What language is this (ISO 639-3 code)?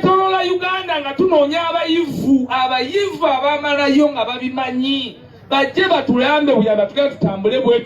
lug